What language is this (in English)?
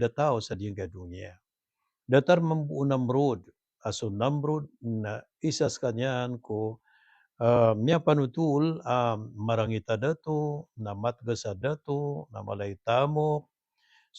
Maranao